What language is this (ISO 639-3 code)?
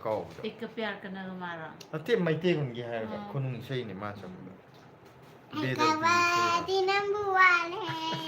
mni